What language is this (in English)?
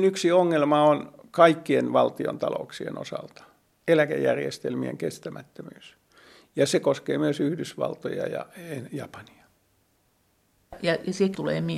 Finnish